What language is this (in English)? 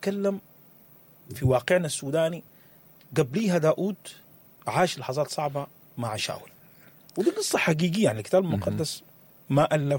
Sudanese Arabic